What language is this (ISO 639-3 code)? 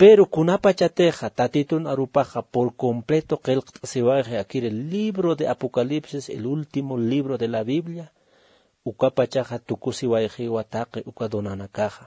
aym